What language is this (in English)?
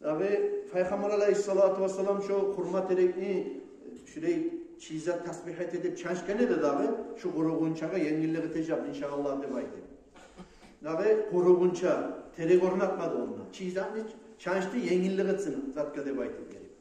Kumyk